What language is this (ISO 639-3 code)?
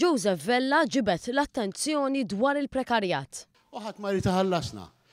mlt